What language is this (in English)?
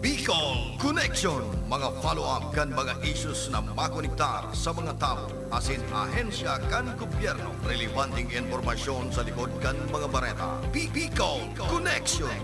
Bikol